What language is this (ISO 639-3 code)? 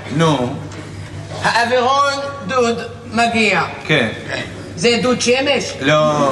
heb